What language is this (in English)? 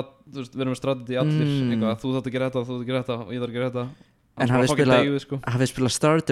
Icelandic